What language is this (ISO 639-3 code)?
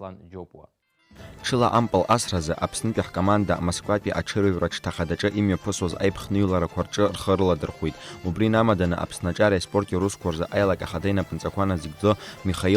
abk